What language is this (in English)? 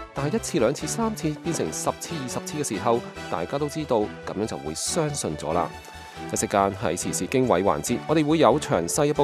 Cantonese